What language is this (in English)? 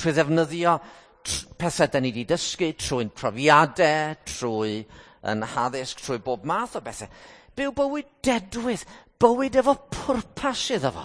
Welsh